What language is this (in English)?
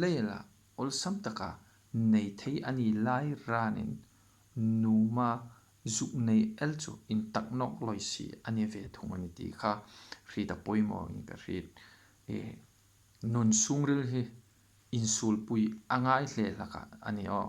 Hmar